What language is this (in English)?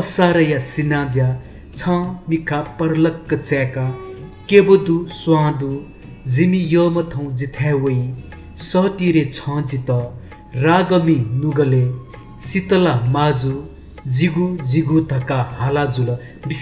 Newari